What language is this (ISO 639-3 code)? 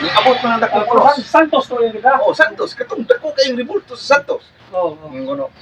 ceb